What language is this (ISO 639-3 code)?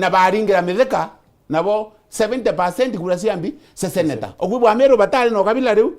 mer